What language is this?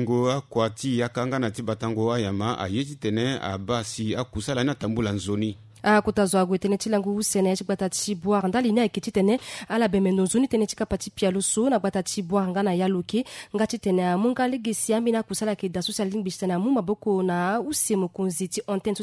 Sango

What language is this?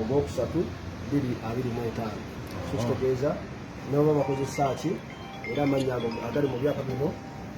Ganda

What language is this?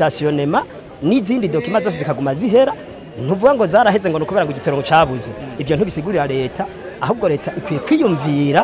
Rundi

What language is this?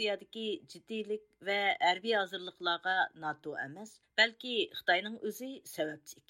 Uyghur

